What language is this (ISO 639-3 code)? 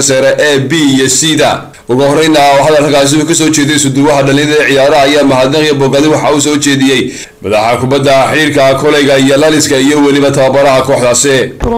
som